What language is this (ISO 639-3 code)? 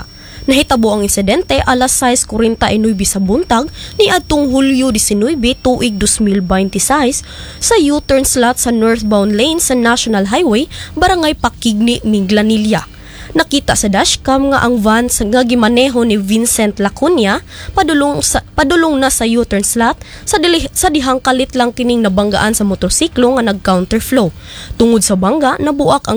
ceb